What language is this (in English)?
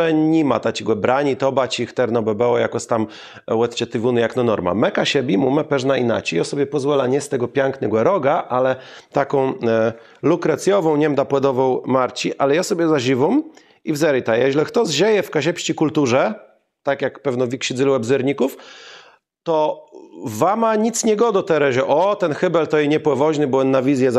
Kashubian